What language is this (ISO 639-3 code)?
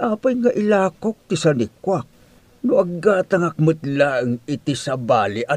ilo